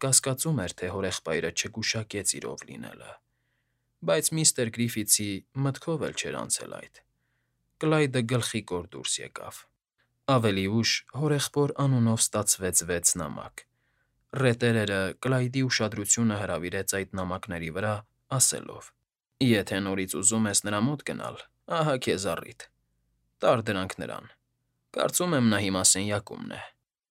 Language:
Armenian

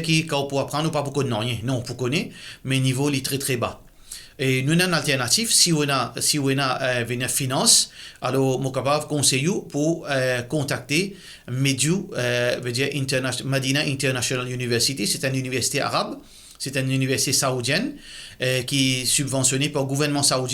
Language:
Morisyen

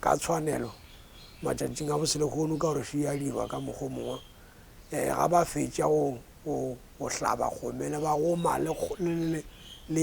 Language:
Northern Sotho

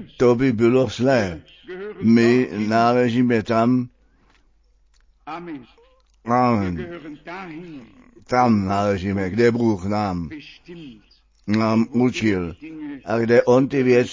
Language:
Czech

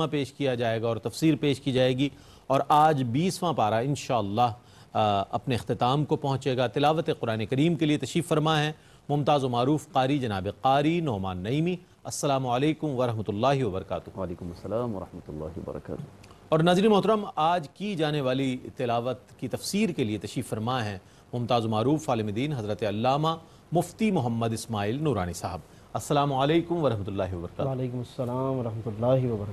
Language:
Urdu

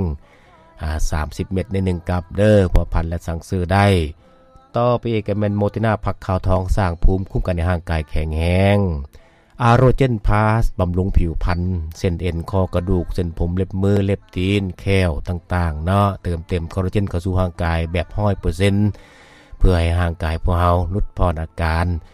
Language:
Lao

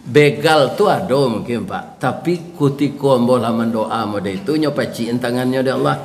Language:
Minangkabau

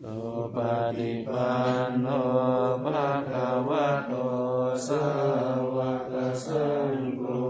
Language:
Pali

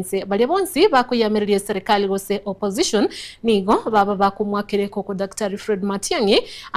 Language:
Gusii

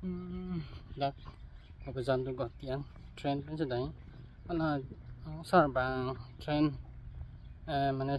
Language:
Karbi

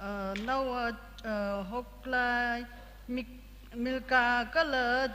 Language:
Tangkhul Naga (India)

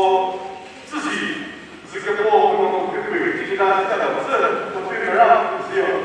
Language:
Chokri Naga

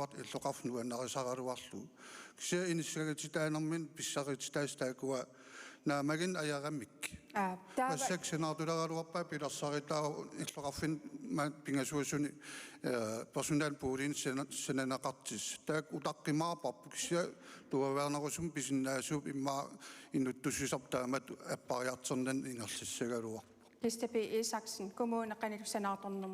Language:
Kalaallisut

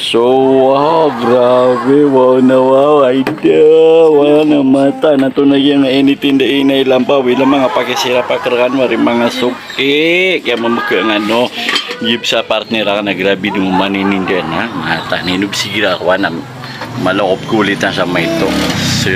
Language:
Maranao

